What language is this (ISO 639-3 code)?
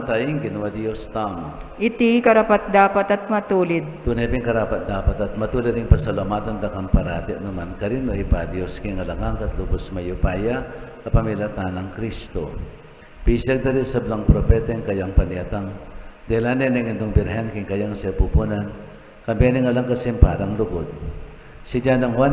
pam